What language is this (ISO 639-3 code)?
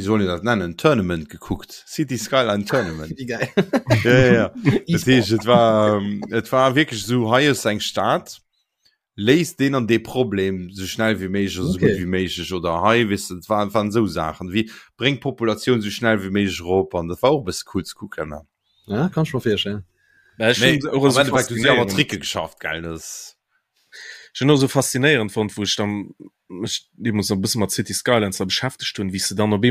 ltz